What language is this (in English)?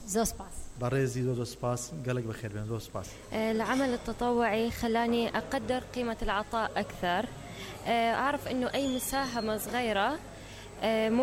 Mesopotamian Arabic